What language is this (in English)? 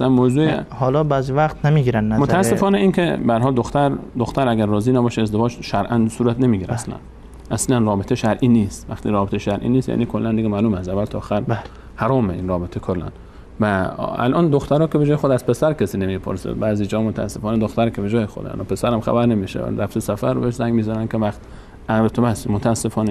Persian